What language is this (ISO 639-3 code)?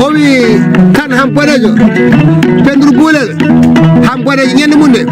ful